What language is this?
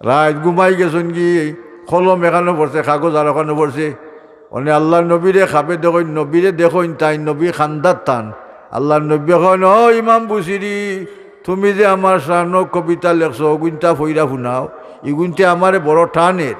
Sylheti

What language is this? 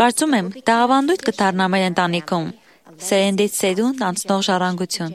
Armenian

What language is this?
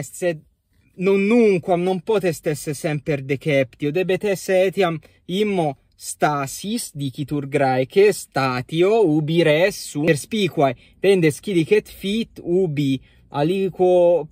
Latin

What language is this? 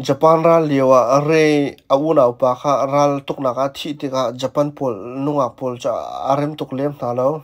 Hakha Chin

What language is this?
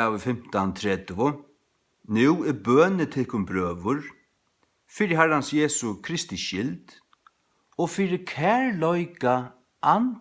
Faroese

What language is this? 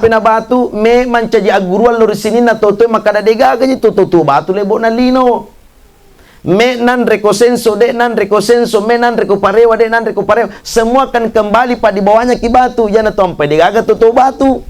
Buginese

